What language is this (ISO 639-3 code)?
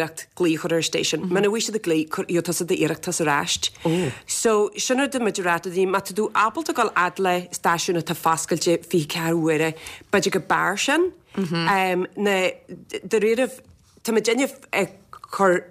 gle